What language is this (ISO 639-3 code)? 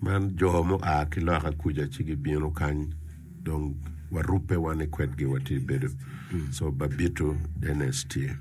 ach